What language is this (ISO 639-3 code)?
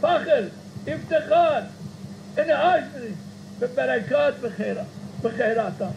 zza